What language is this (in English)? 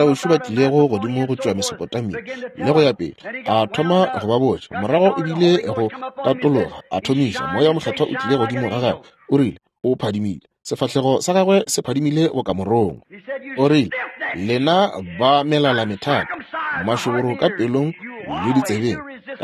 Northern Sotho